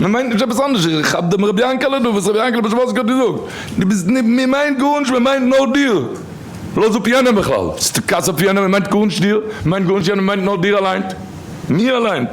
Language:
Yiddish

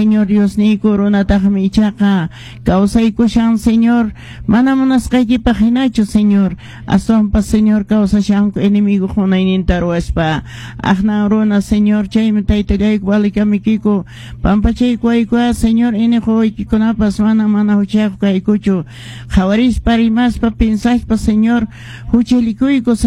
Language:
Quechua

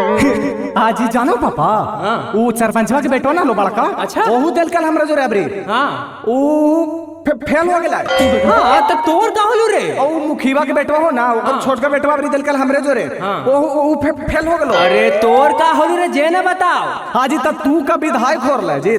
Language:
Magahi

